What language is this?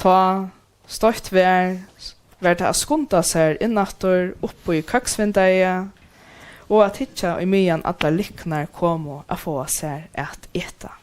Faroese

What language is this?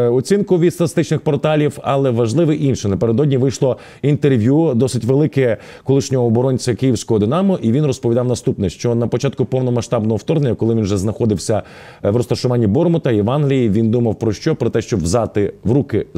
Ukrainian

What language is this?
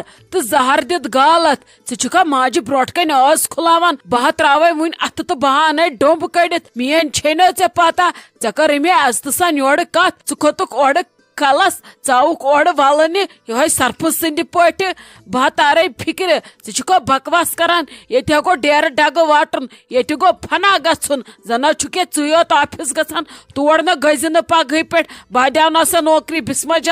Kashmiri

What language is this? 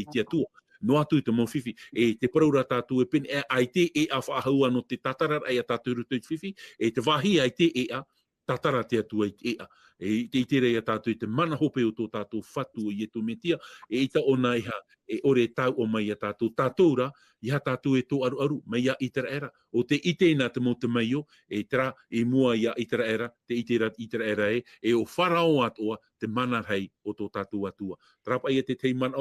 Tahitian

